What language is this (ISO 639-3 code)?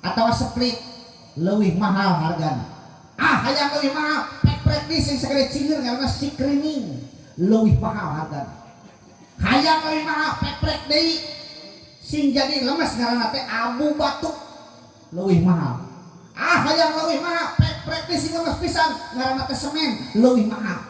sun